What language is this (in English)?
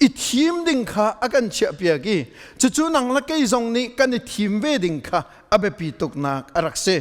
Hakha Chin